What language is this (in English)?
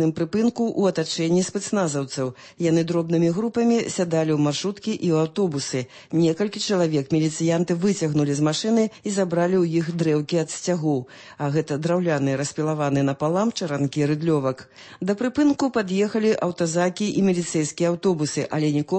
Belarusian